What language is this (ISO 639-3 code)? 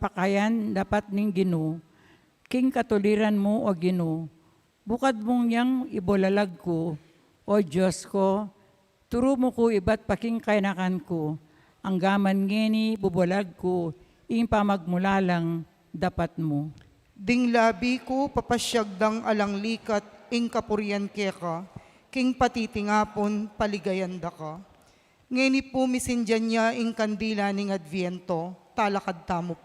pam